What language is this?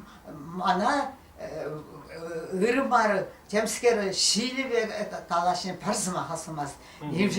Chuvash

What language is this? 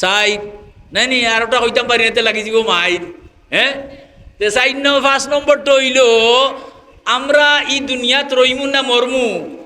Sylheti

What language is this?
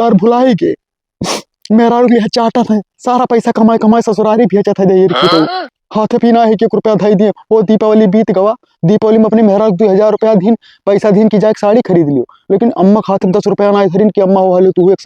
Awadhi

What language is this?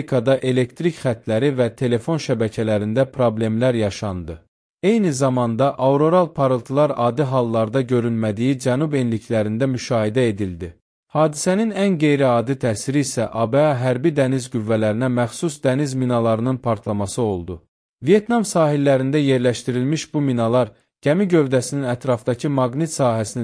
Azerbaijani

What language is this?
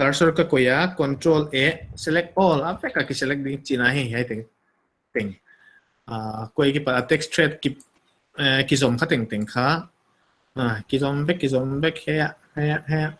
Paite Chin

